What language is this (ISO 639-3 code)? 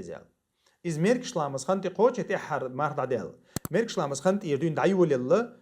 che